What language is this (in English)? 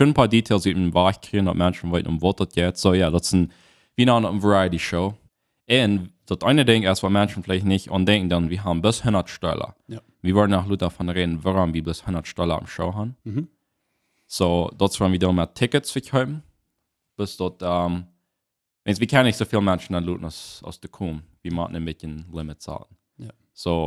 Plautdietsch